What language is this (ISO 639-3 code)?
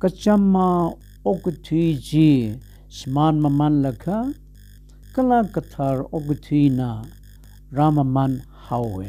nmf